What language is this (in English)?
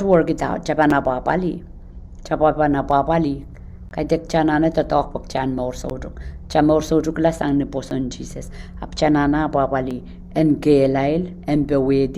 Pohnpeian